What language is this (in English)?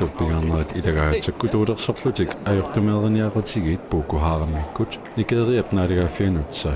Kalaallisut